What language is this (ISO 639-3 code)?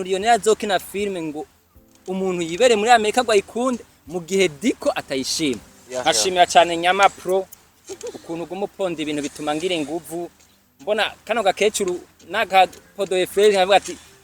run